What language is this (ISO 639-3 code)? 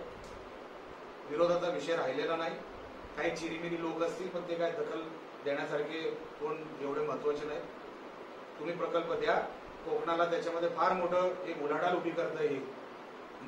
mar